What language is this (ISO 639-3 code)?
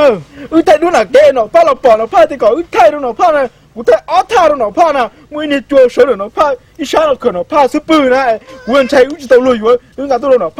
hmn